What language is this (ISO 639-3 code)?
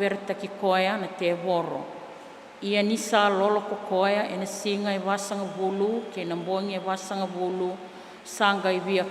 fij